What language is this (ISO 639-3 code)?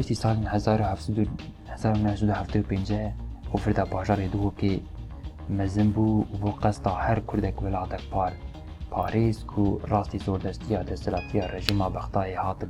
kur